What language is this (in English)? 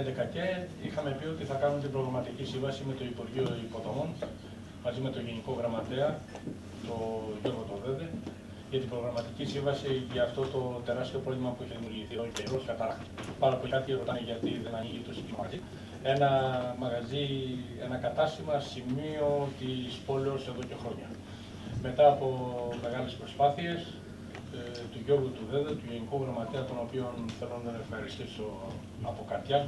Greek